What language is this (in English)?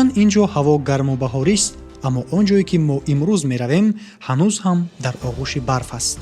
Tajik